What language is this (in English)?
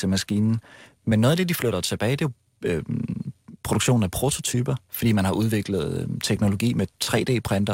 Danish